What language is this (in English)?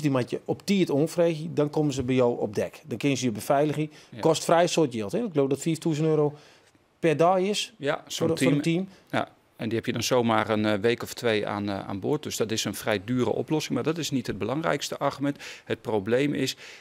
Western Frisian